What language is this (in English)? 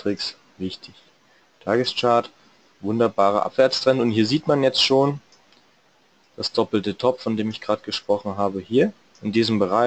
German